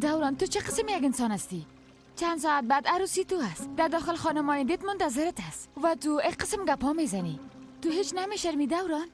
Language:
Persian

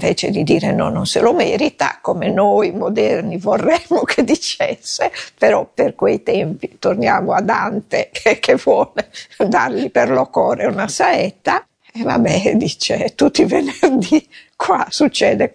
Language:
Italian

